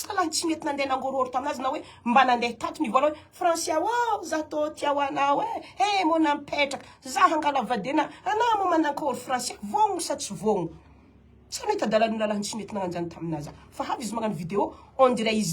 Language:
Malagasy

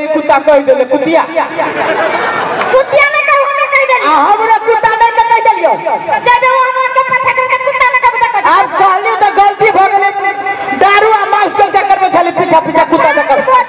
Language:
Maithili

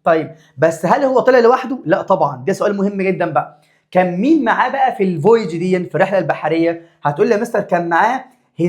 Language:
Egyptian Arabic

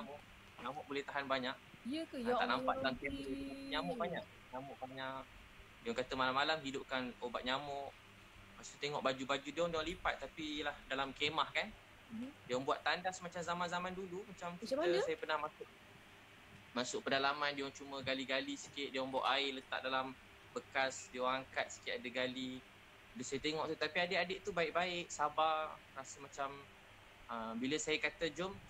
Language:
Malay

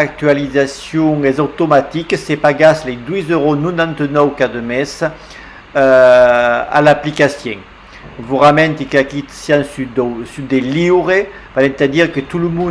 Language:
Occitan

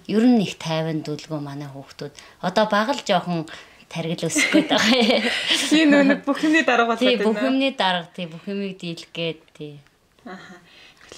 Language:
Mongolian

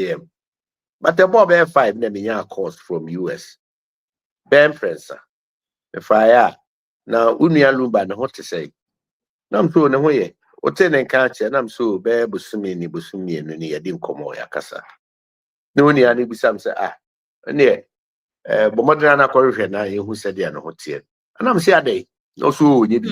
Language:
Akan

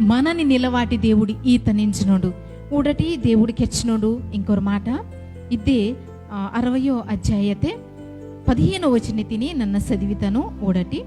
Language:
Koya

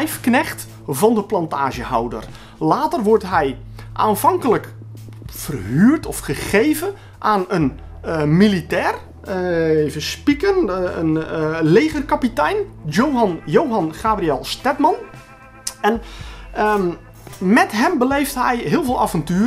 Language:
Dutch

